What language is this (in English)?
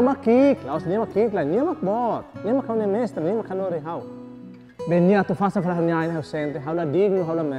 Tetum